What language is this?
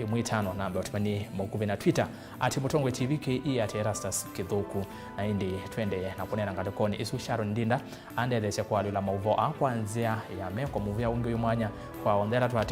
Kamba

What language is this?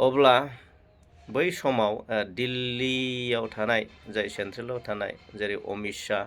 Bodo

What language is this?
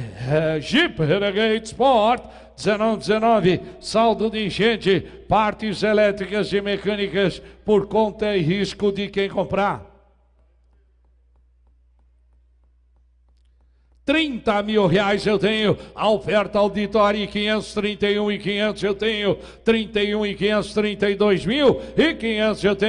Portuguese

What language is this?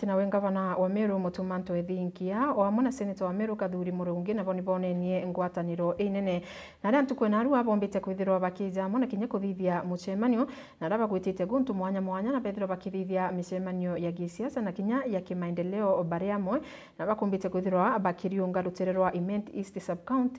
Meru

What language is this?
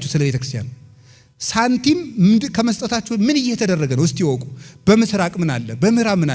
Amharic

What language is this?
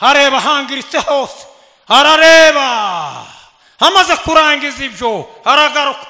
Rundi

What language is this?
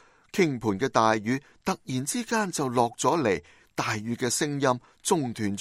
Cantonese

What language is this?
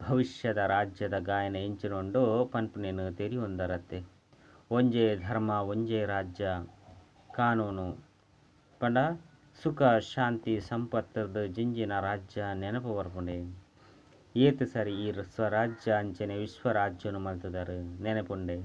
Tulu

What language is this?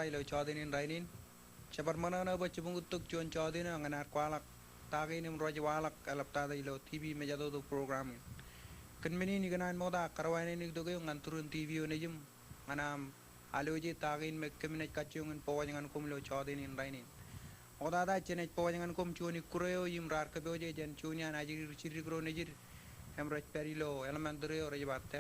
Marshallese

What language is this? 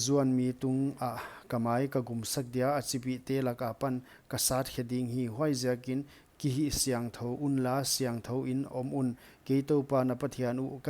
Paite Chin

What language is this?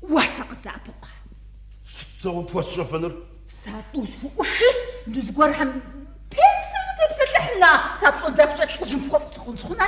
Kabardian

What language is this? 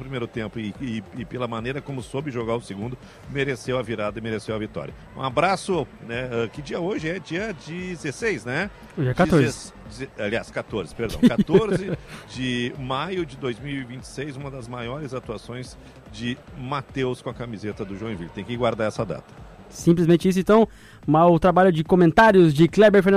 Portuguese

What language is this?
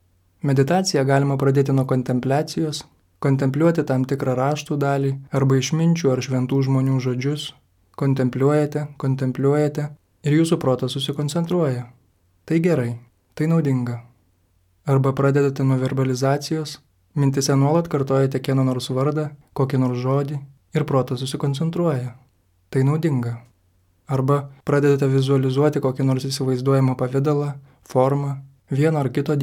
Lithuanian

